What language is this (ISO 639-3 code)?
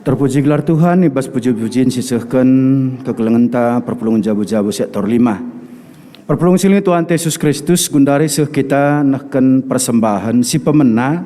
btx